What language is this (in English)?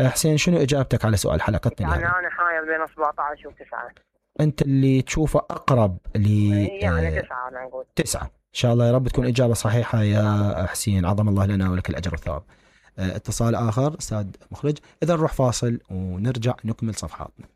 Mesopotamian Arabic